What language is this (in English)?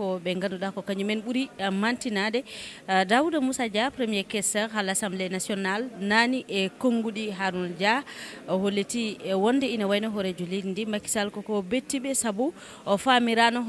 Fula